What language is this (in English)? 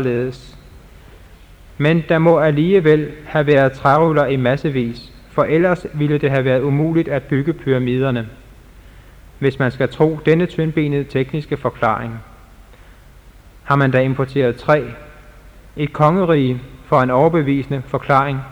Danish